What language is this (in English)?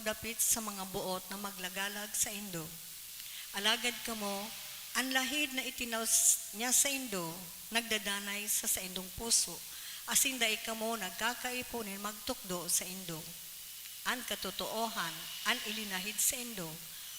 Bikol